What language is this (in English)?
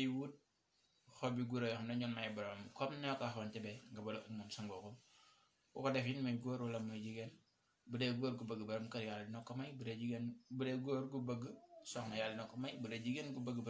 Wolof